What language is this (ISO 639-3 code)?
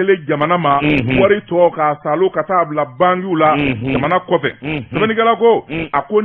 bam